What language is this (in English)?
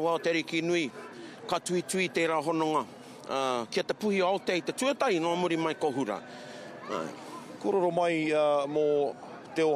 Māori